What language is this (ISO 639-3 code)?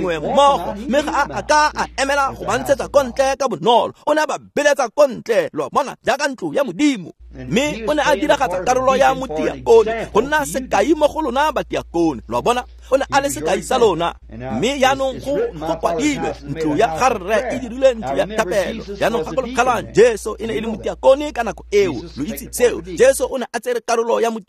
tsn